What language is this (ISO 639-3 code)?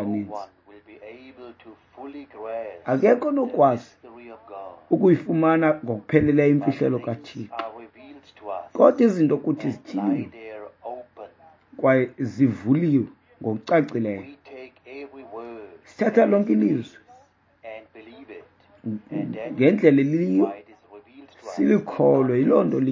xho